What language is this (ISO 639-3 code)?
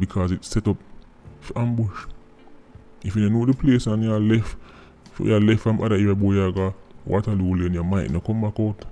jam